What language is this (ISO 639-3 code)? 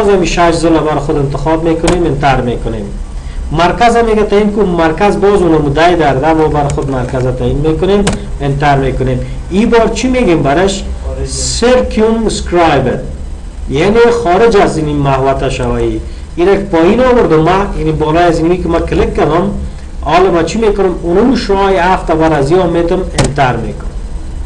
fas